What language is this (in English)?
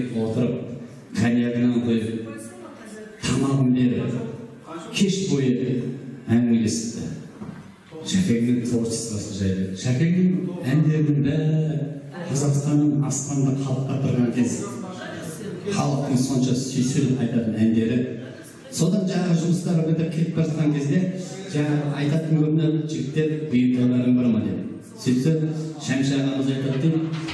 Kazakh